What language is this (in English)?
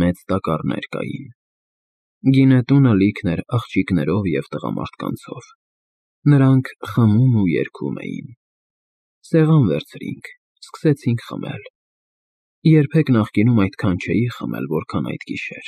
Armenian